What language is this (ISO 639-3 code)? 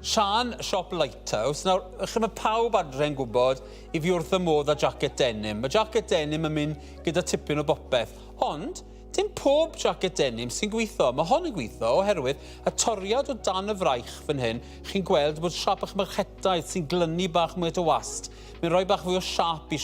cym